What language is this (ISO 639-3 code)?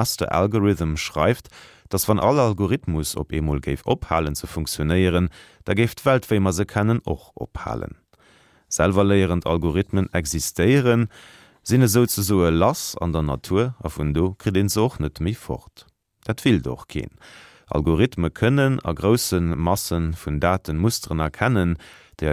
ltz